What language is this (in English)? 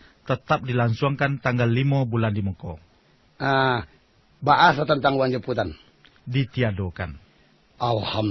Minangkabau